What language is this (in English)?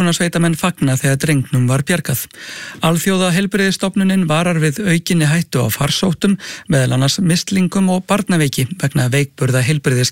Icelandic